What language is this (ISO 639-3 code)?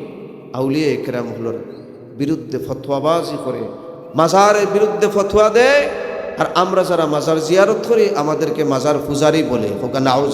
syl